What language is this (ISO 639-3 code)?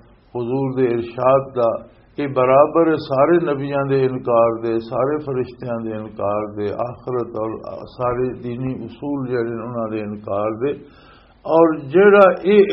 lah